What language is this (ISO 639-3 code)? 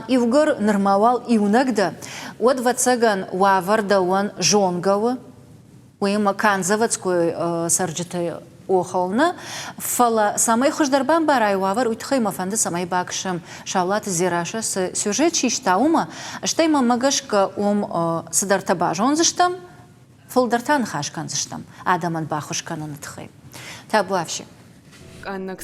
oss